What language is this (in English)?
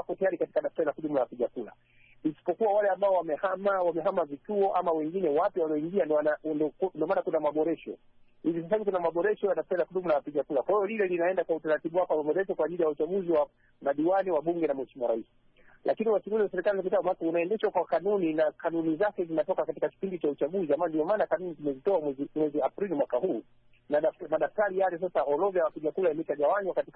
Swahili